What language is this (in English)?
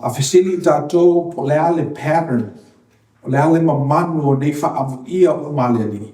Samoan